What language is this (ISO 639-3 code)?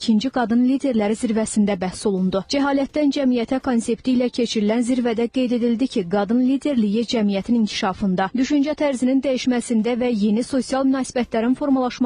aze